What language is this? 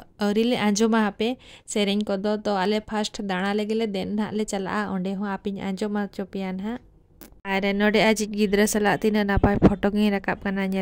Santali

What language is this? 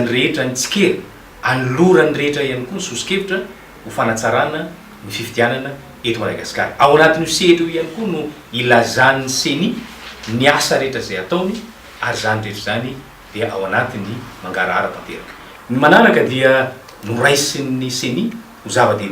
Malagasy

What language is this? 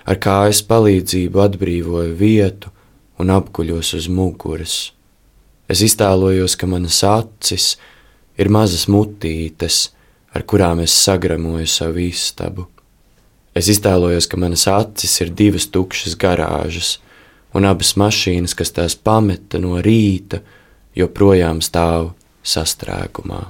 Latvian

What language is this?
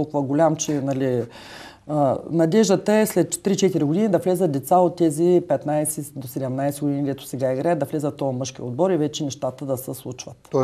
Bulgarian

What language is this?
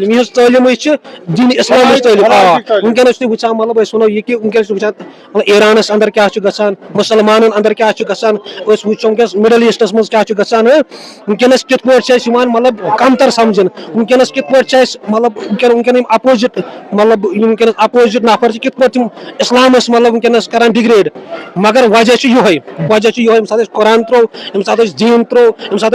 Kashmiri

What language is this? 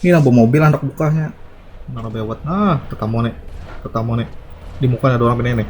Banjar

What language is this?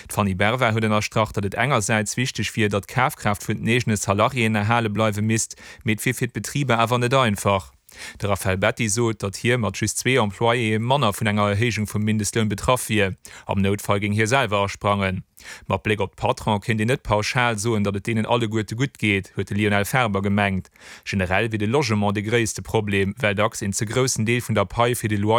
Luxembourgish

